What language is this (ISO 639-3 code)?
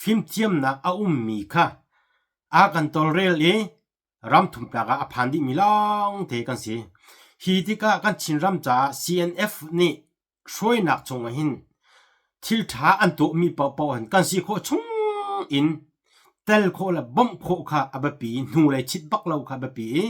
cnh